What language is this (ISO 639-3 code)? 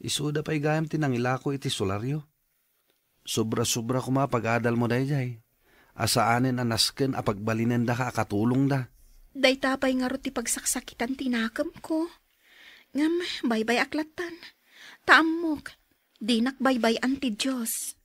ilo